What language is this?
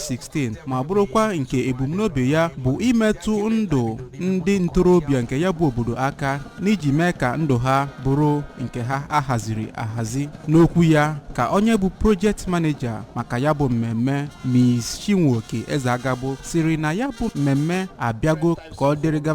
Igbo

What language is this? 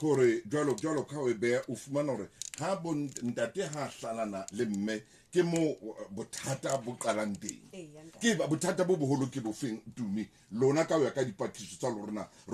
Southern Sotho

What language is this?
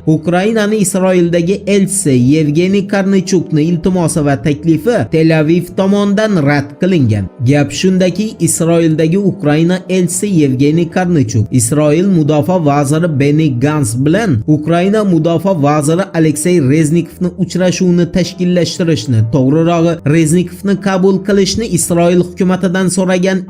Uzbek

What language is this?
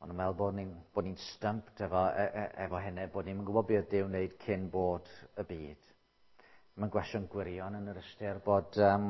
Welsh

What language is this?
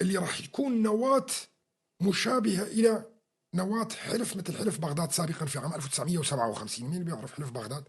North Levantine Arabic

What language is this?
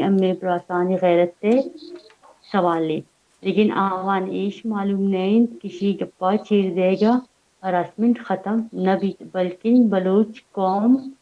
Baluchi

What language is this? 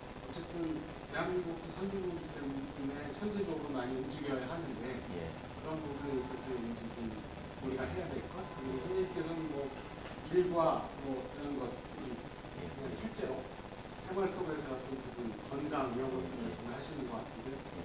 Korean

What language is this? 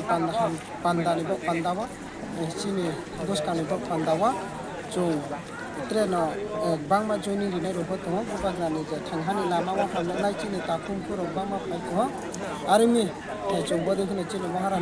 Kok Borok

